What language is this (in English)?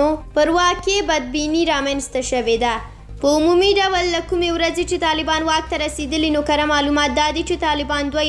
Pashto